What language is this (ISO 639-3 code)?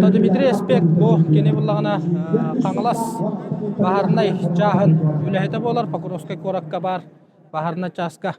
sah